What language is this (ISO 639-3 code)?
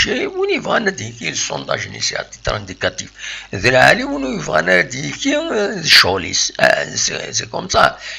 kab